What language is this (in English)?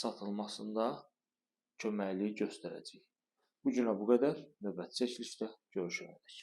Azerbaijani